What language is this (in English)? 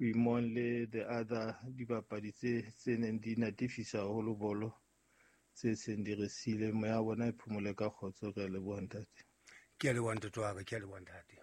Southern Sotho